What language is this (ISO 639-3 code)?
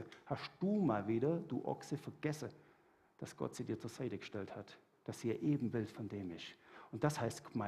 gsw